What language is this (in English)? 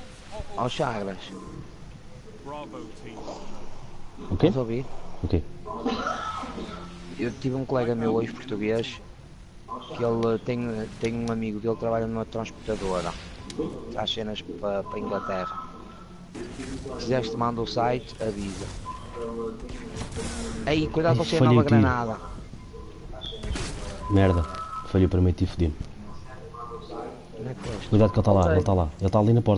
Portuguese